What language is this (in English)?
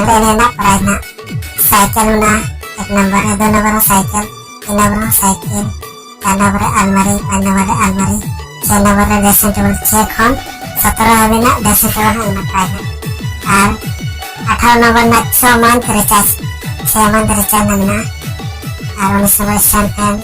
Santali